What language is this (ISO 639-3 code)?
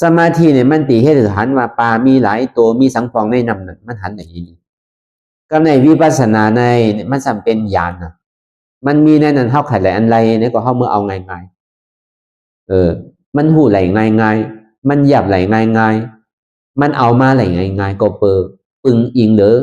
shn